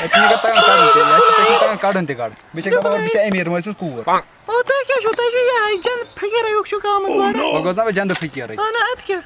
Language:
Kashmiri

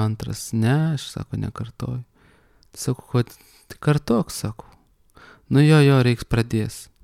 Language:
Lithuanian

